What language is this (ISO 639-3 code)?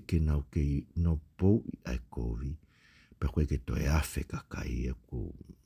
ton